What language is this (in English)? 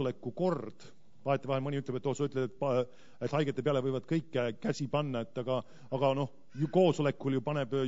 Estonian